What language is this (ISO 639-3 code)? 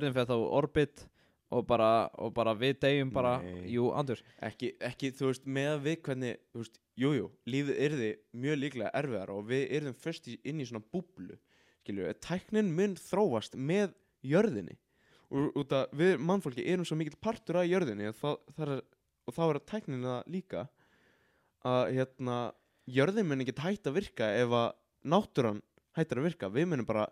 isl